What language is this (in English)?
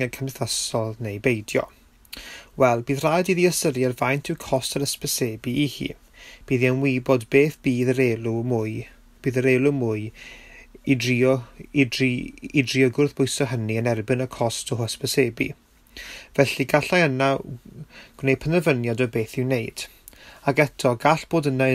Welsh